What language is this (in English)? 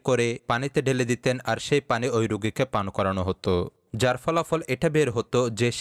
Bangla